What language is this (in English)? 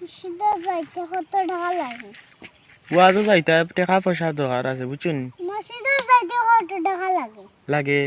Sylheti